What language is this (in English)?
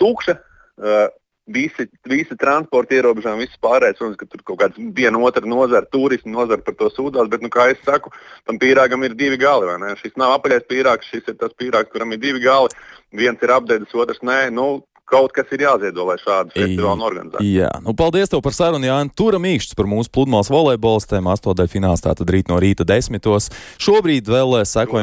Latvian